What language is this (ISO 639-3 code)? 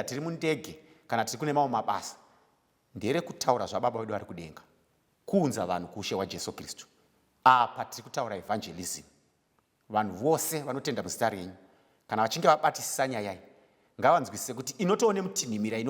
sna